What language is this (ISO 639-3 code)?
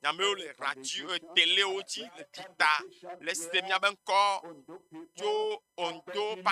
ewe